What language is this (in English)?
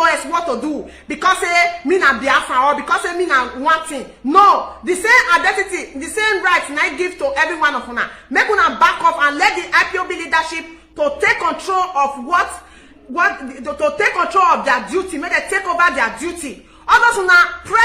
Nigerian Pidgin